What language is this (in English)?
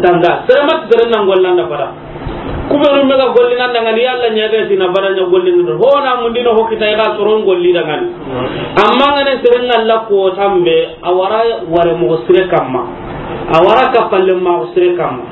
Soninke